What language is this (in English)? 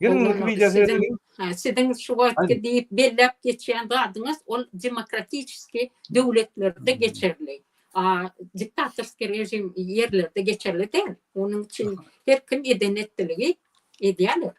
Turkmen